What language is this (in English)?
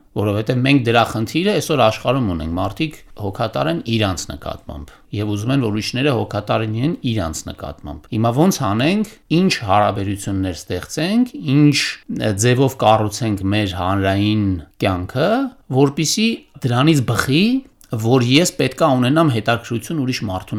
Armenian